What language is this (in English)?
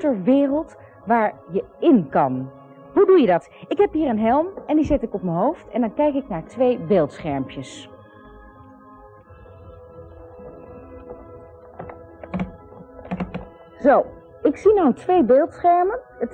Dutch